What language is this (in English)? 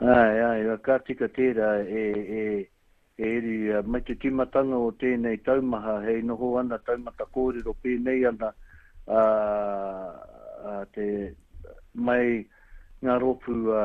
Māori